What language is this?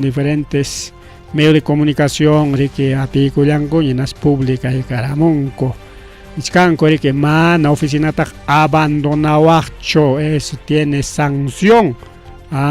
Ayacucho Quechua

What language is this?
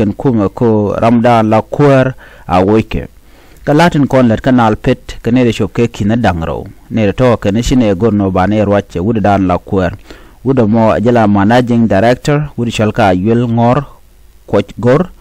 Nuer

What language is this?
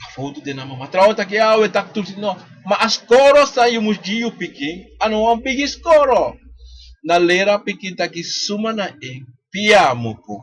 Sranan Tongo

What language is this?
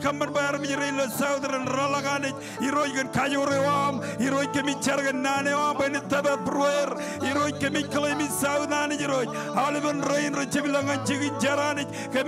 Marshallese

